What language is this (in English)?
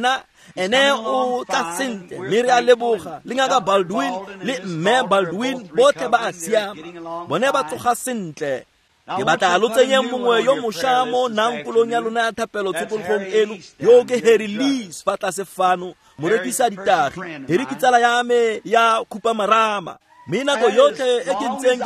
Tswana